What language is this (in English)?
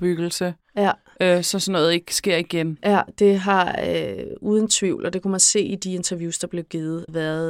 Danish